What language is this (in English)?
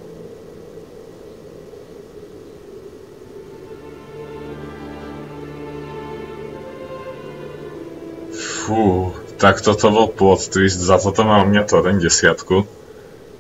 Slovak